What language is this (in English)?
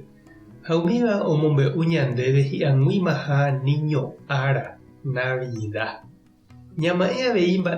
Guarani